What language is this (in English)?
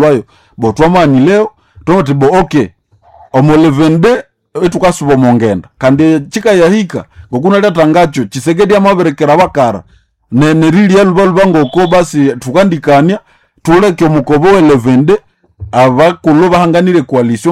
Nande